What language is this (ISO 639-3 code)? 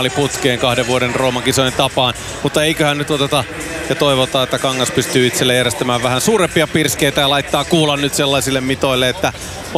fin